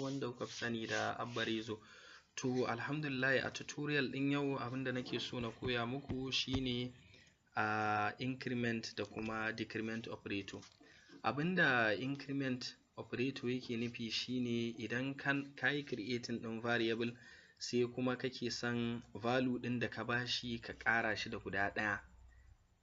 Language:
Hausa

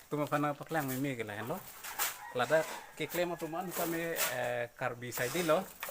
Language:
Karbi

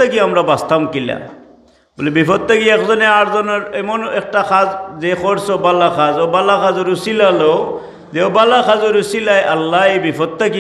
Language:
Sylheti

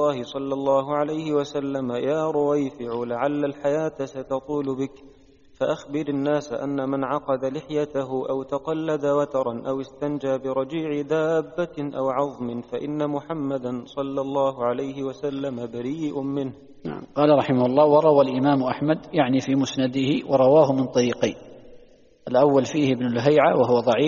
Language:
Arabic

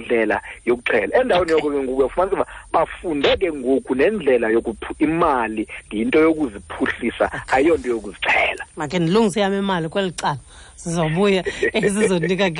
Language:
Xhosa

